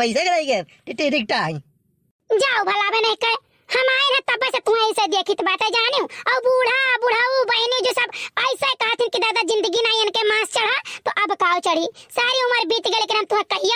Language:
Awadhi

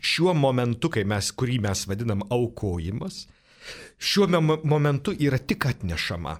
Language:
Lithuanian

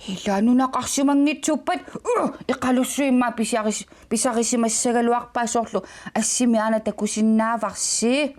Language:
Kalaallisut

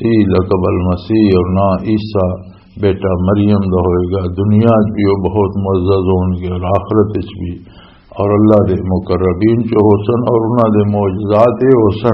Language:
Western Panjabi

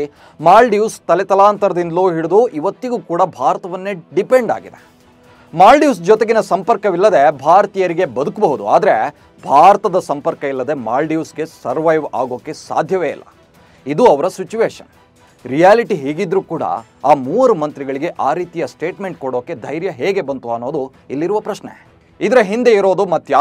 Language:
Kannada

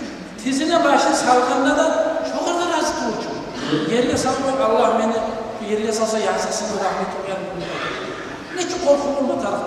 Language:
Kumyk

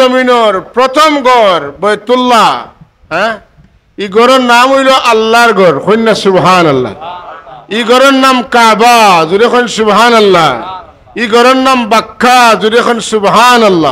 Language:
Sylheti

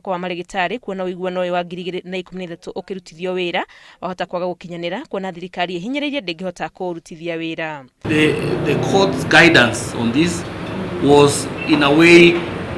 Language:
Kikuyu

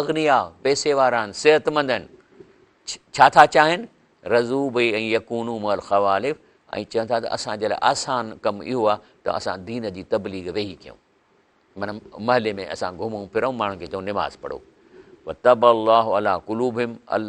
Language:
Sindhi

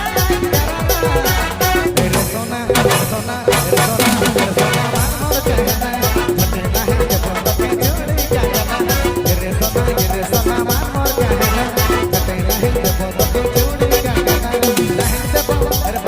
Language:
Sadri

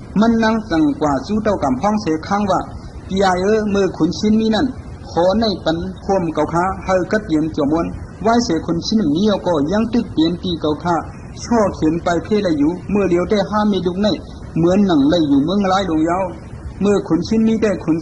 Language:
Shan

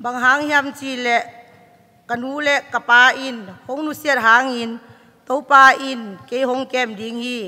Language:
Tedim Chin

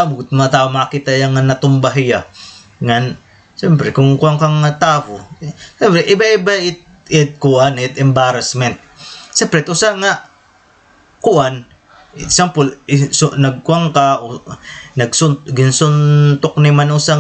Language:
Waray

